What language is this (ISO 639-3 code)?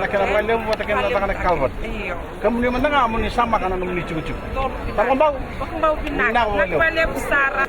fij